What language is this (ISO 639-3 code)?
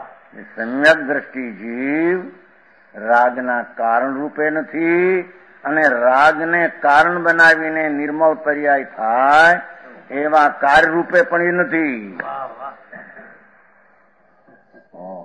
guj